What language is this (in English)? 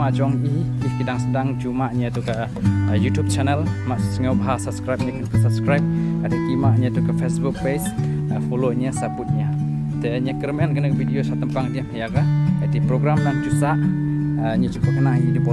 Khasi